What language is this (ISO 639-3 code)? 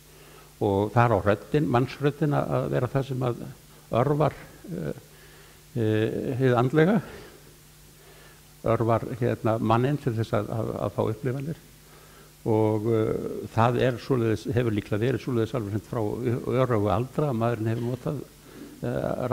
isl